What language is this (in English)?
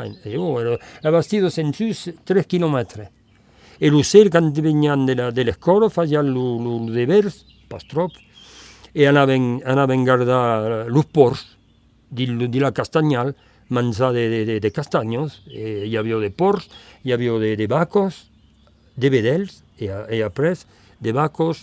Occitan